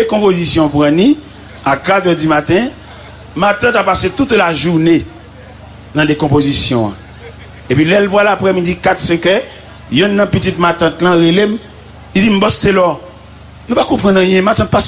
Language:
Haitian Creole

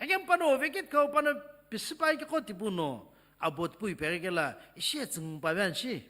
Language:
Sumi Naga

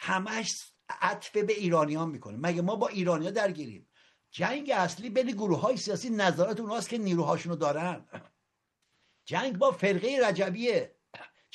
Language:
Persian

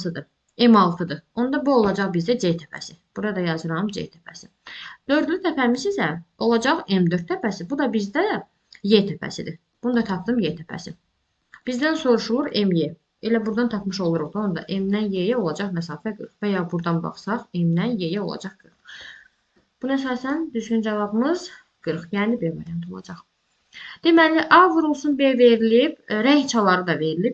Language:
Azerbaijani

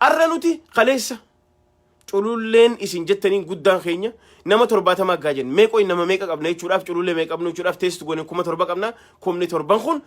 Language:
Oromo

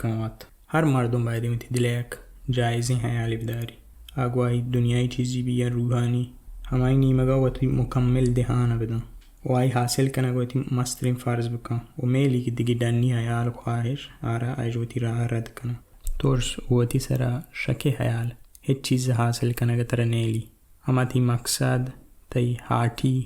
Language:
Baluchi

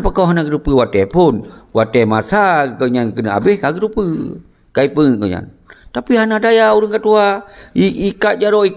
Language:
Achinese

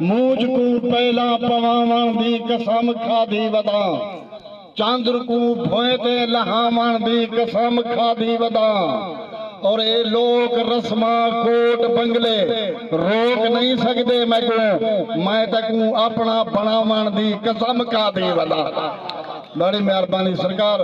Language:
Saraiki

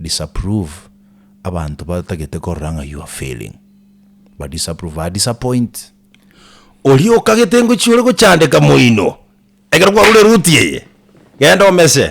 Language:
Gusii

